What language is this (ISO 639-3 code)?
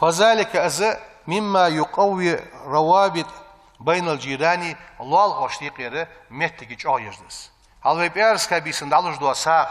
inh